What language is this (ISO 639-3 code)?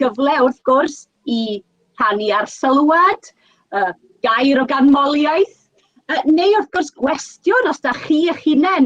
cym